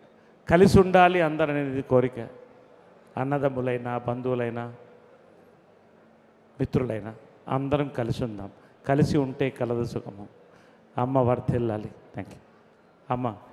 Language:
Telugu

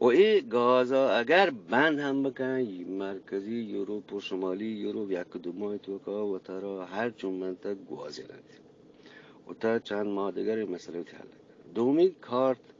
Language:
Eastern Balochi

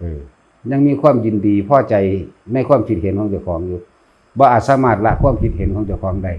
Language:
Northeastern Thai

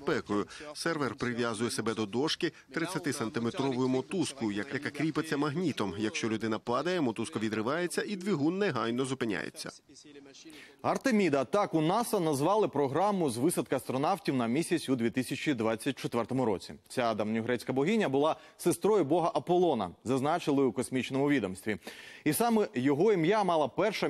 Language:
Ukrainian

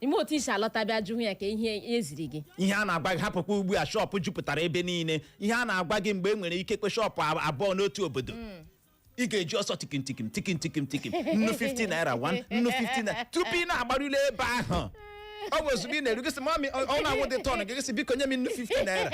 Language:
Igbo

